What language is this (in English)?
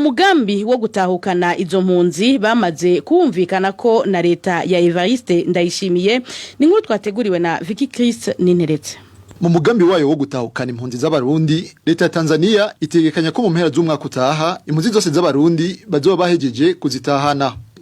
Rundi